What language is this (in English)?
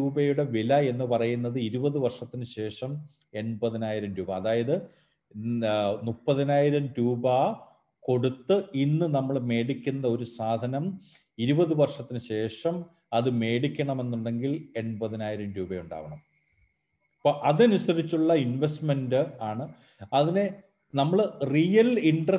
Malayalam